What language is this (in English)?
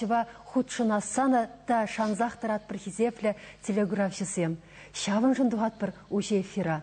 Chuvash